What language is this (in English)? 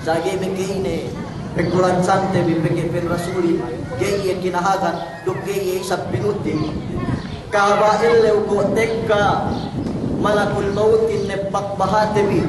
Yakan